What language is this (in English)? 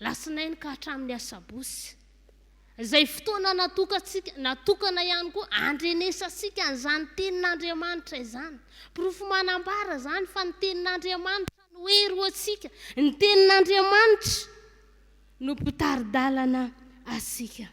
Malagasy